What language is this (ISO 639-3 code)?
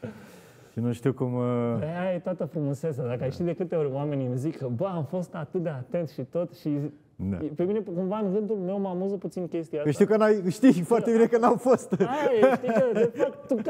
ron